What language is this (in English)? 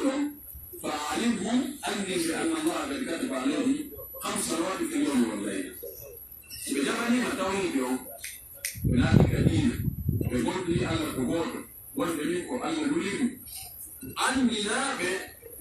Pular